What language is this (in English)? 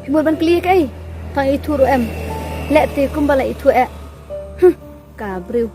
Khasi